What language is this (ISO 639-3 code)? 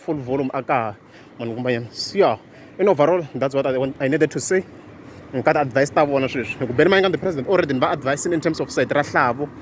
tso